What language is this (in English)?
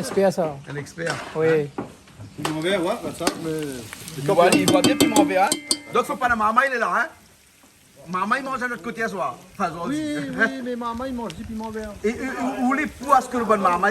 Réunion Creole French